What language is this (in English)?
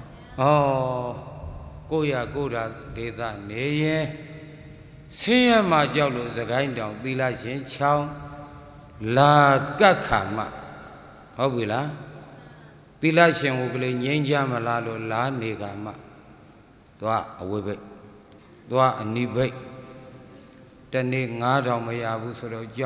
Burmese